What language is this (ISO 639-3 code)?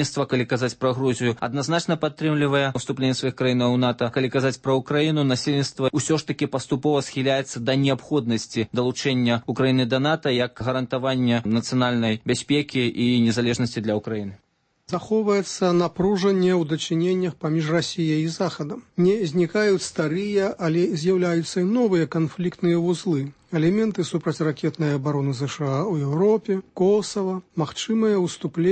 bel